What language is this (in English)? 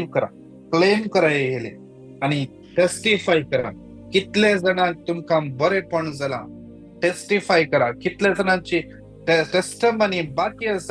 Konkani